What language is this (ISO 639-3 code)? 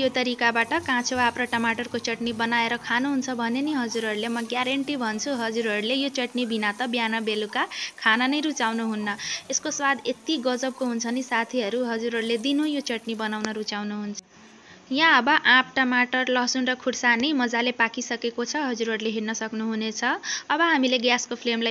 nep